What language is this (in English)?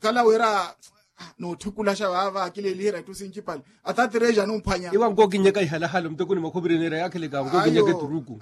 Makhuwa